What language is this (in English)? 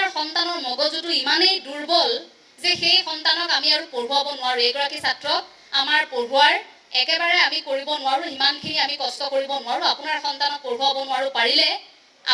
Assamese